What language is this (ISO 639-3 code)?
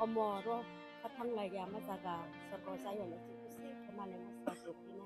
ria